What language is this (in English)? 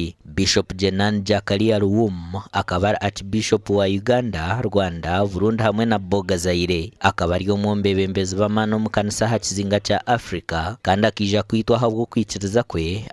Nyankole